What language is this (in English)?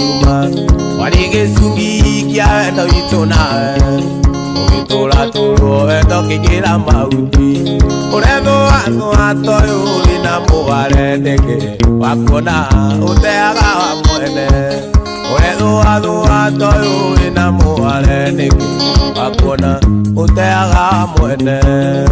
Kikuyu